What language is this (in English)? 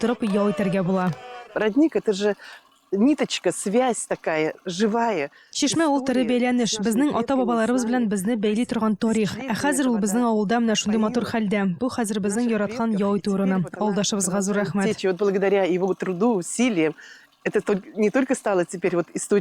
Tatar